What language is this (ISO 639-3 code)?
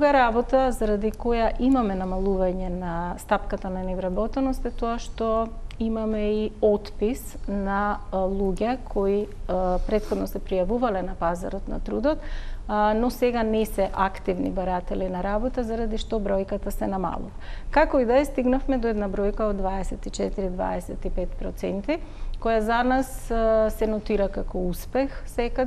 mkd